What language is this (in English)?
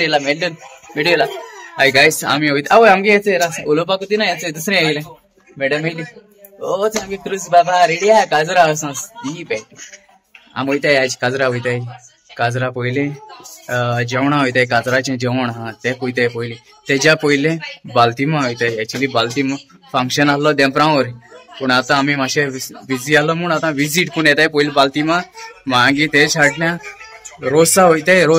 Konkani